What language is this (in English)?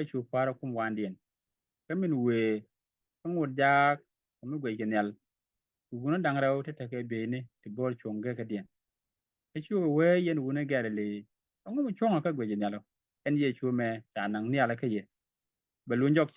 Nuer